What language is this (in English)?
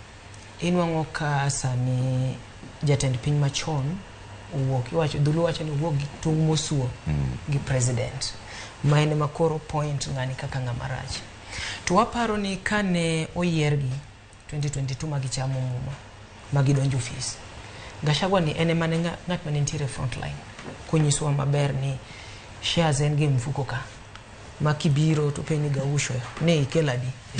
Luo (Kenya and Tanzania)